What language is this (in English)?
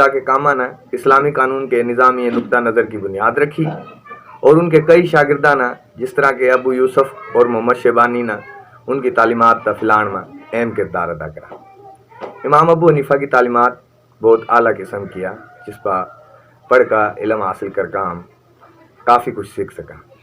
Haryanvi